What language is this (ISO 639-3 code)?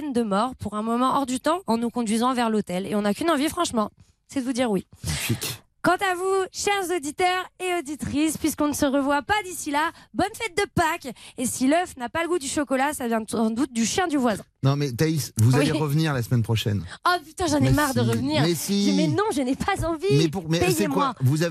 fra